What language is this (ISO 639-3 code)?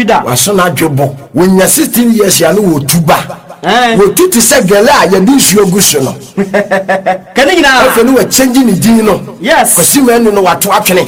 aka